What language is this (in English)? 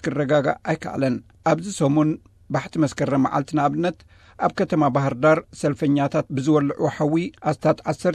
Tigrinya